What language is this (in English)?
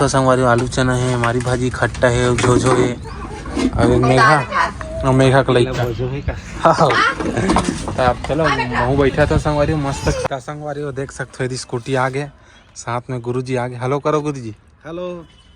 Chhattisgarhi